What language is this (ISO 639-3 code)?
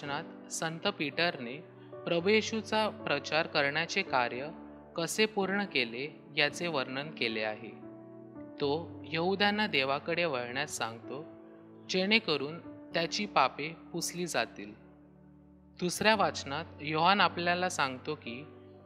mar